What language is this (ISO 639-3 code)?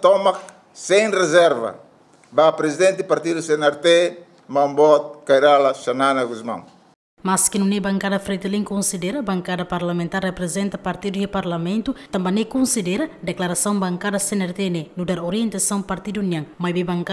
tet